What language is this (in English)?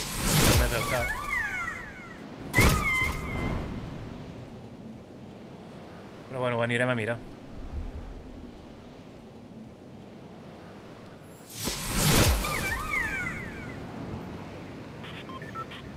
Catalan